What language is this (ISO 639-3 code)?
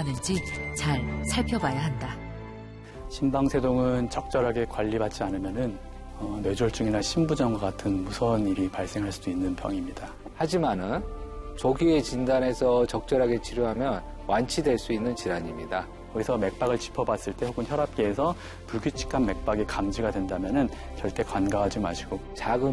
kor